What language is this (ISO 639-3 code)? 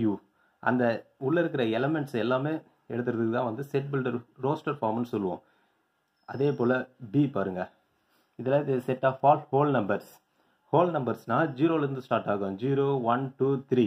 tam